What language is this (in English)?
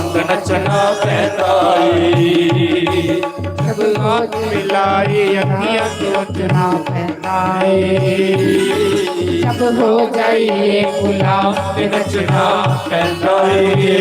Dogri